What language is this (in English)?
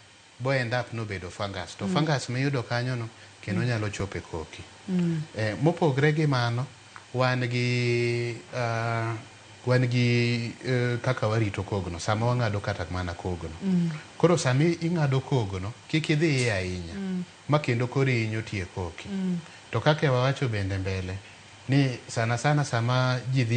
Luo (Kenya and Tanzania)